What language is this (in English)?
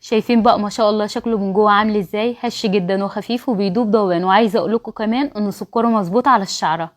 Egyptian Arabic